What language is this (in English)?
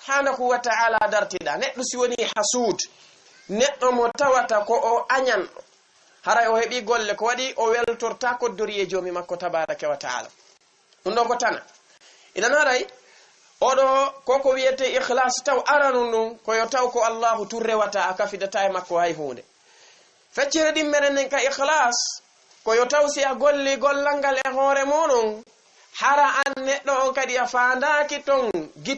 Fula